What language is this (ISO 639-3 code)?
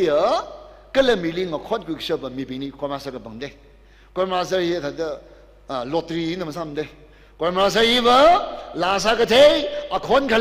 nmf